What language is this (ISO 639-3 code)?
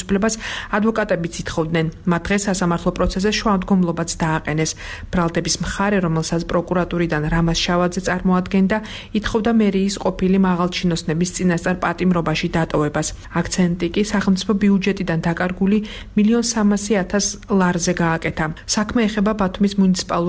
kat